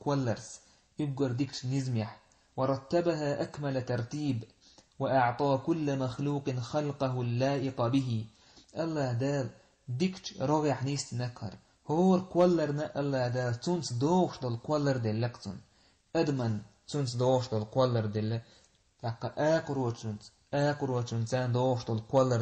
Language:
Chechen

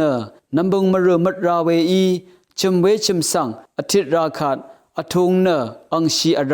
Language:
Rawang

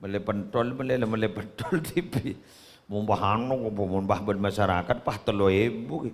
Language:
Madurese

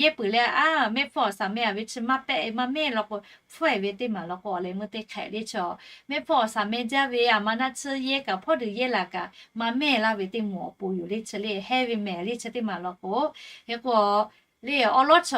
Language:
Lahu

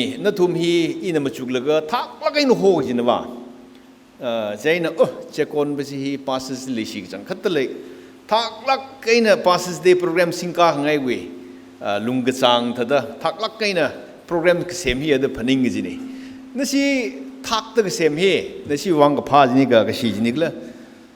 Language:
Tangkhul Naga (India)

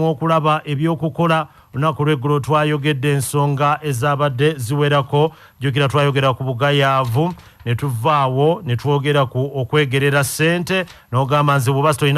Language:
Ganda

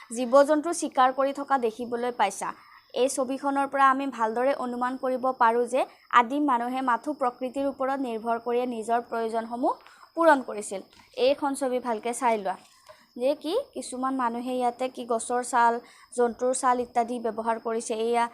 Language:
Assamese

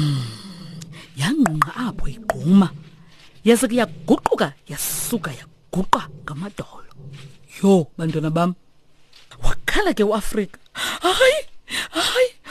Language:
Xhosa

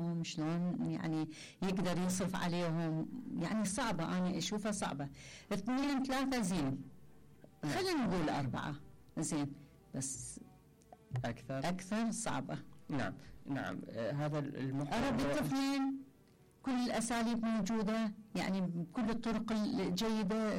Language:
Mesopotamian Arabic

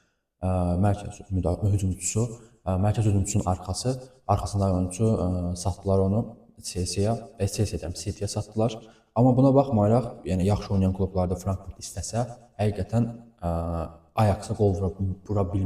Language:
Azerbaijani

